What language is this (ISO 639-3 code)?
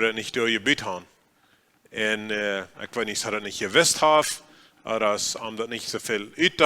pdt